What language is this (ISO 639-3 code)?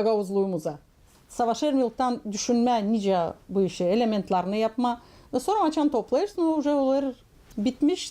gag